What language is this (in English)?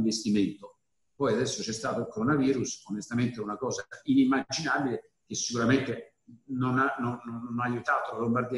Italian